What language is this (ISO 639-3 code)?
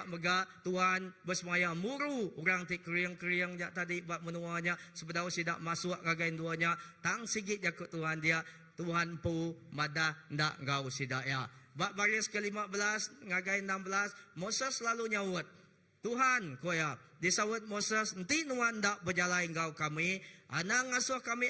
iba